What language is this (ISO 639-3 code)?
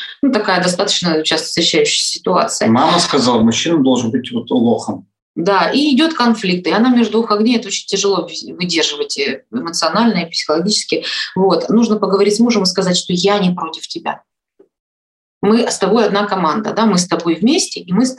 rus